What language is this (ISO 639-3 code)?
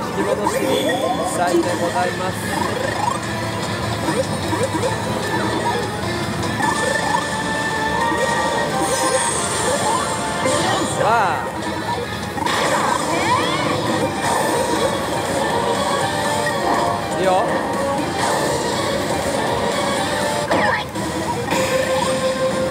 jpn